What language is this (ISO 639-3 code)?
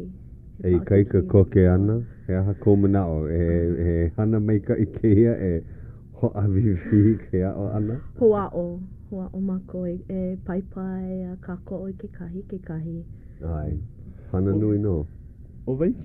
haw